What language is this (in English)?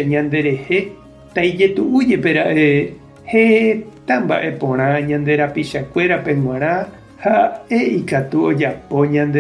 Guarani